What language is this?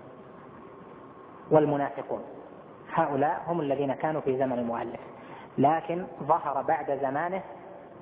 Arabic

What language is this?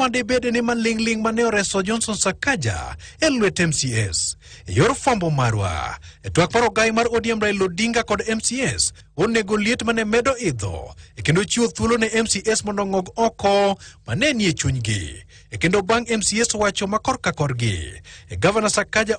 Luo (Kenya and Tanzania)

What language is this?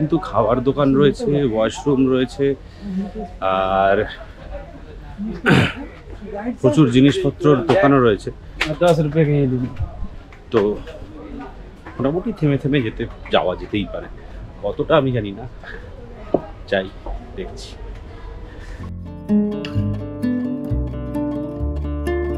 Bangla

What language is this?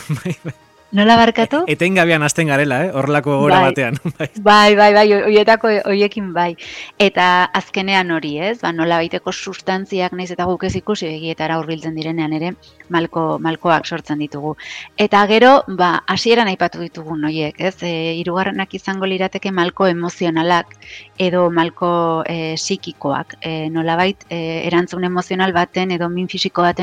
Basque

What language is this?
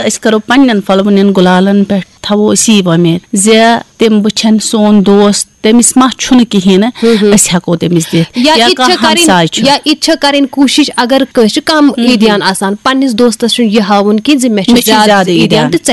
Kashmiri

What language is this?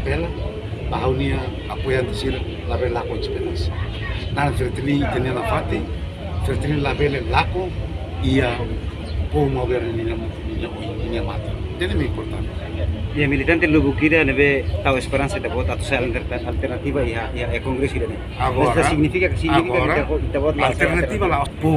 Tetum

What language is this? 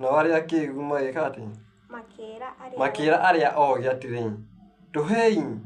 Kikuyu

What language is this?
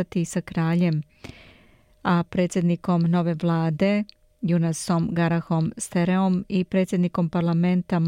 Serbian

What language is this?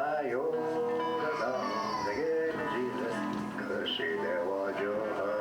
Mohawk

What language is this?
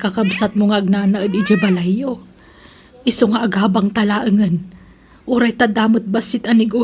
Iloko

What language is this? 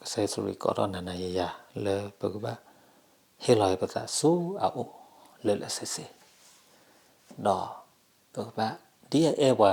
S'gaw Karen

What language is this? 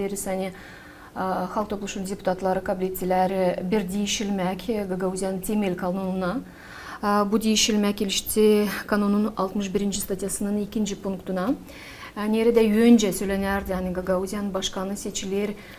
Gagauz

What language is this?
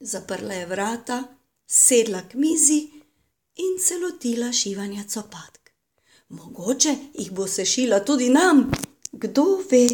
Slovenian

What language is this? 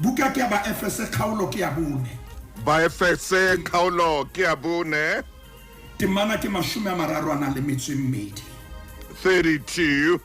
Southern Sotho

